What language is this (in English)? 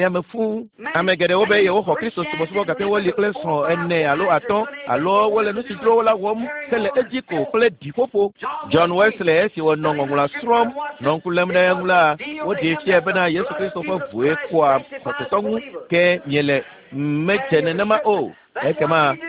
Ewe